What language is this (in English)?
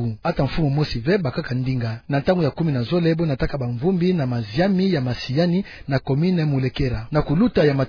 Kituba (Democratic Republic of Congo)